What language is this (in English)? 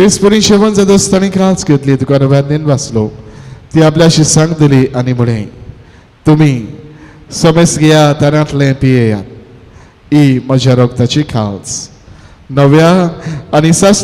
Konkani